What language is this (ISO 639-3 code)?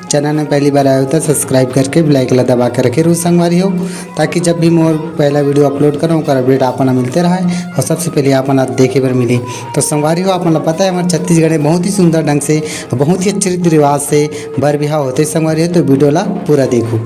hne